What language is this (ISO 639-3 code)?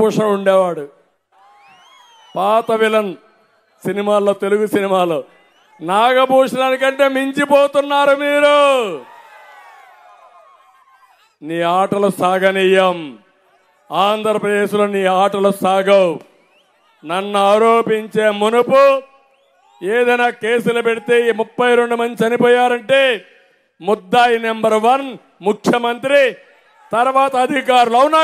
tel